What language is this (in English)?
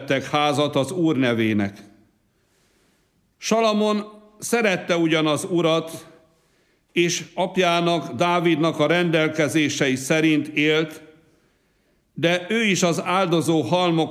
Hungarian